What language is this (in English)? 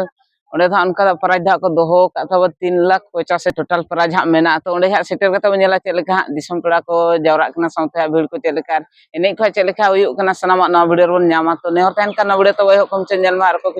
Santali